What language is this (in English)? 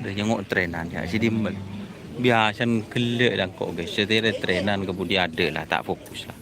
Madurese